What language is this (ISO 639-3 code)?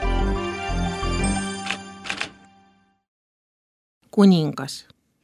est